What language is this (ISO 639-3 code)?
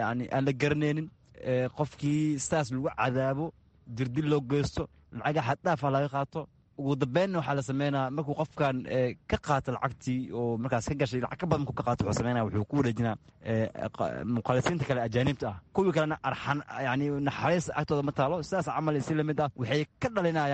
som